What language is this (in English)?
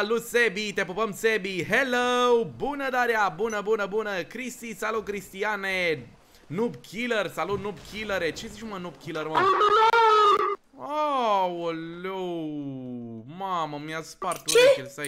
Romanian